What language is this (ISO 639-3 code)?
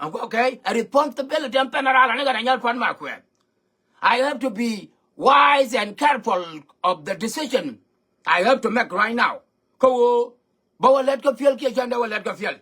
nus